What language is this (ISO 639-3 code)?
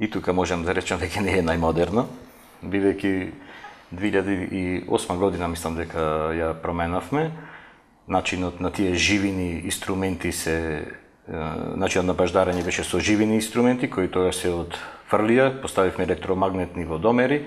mkd